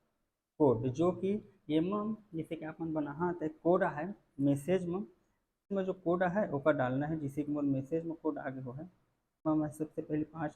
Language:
Chhattisgarhi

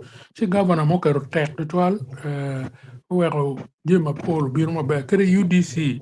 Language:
Acoli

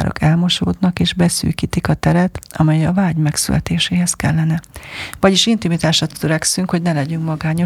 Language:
Hungarian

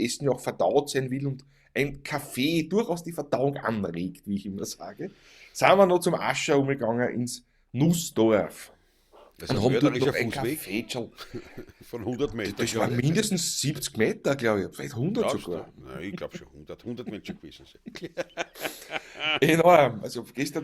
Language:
Bavarian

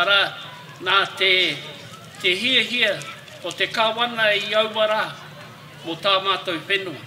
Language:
Māori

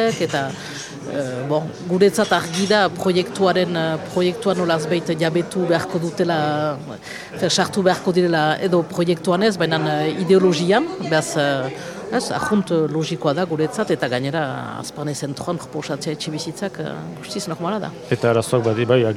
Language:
Basque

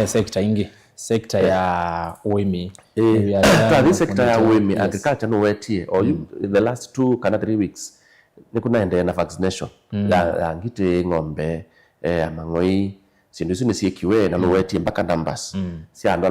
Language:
Kamba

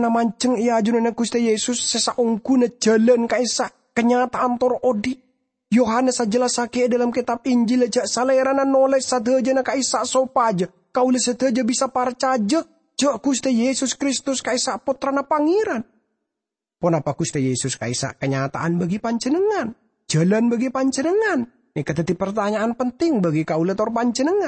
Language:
Madurese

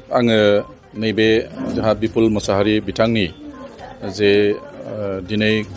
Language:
Bodo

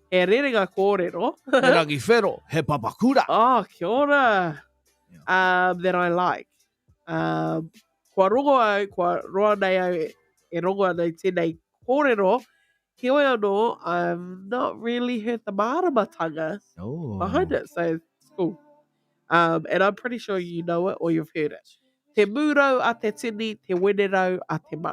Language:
Māori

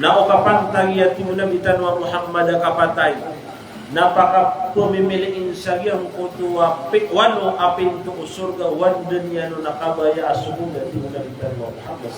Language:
Maranao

